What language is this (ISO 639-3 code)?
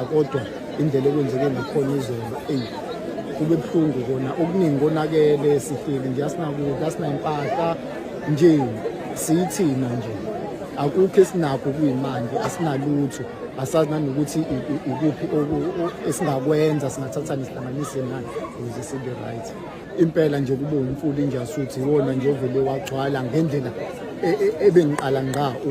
zul